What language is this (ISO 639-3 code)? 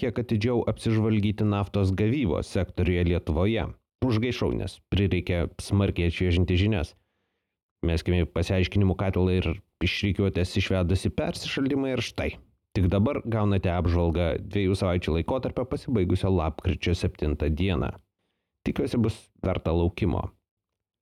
lit